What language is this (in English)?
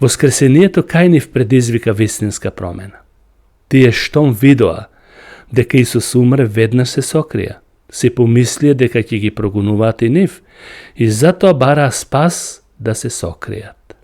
Macedonian